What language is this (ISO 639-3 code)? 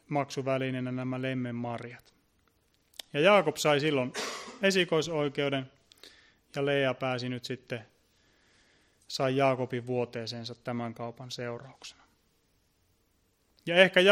fin